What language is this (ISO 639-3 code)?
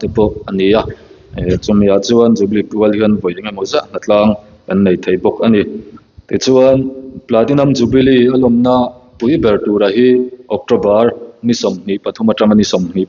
lus